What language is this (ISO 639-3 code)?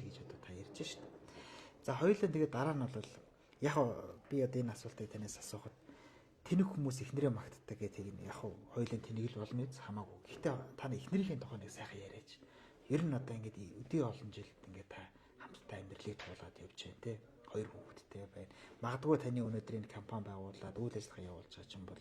mon